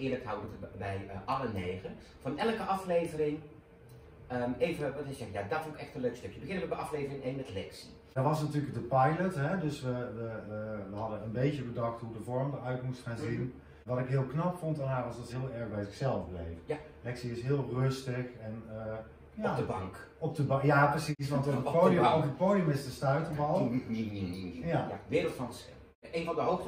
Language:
Dutch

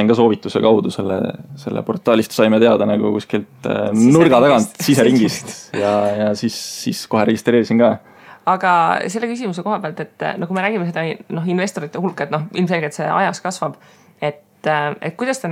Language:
Estonian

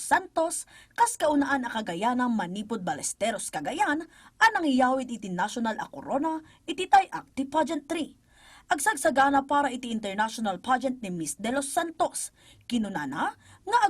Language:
Iloko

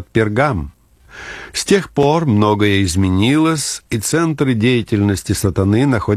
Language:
Russian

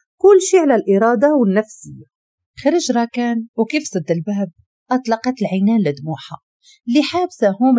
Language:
Moroccan Arabic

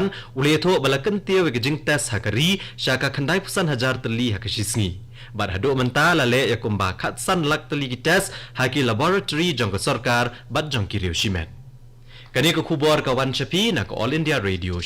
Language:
Khasi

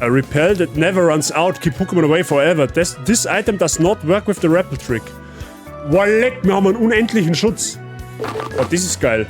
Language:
Bavarian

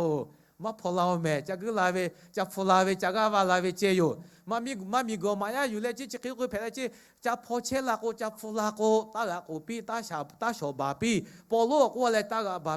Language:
Lahu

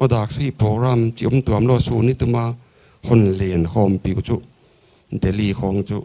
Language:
Paite Chin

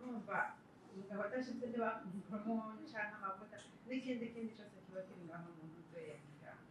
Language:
Rundi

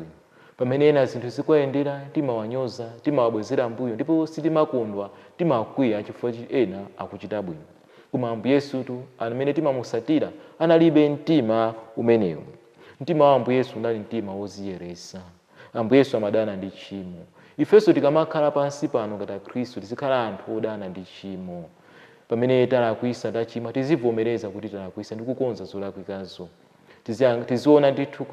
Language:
Nyanja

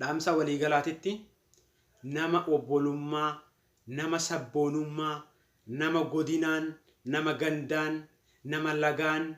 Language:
Oromo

